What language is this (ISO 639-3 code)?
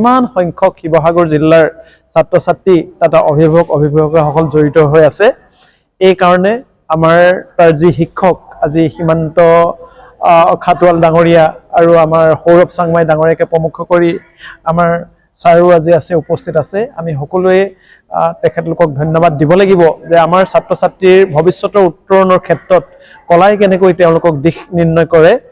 asm